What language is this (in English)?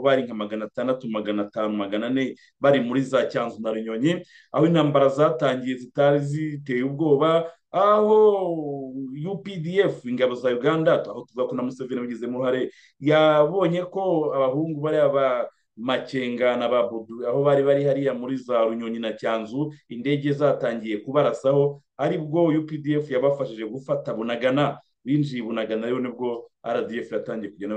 Kinyarwanda